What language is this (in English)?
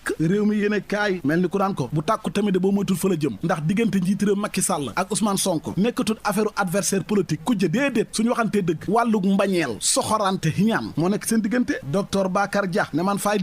Wolof